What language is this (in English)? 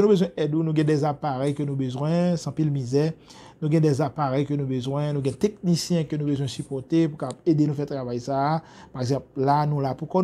Haitian Creole